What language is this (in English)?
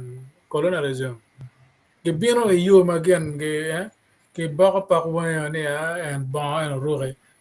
Acoli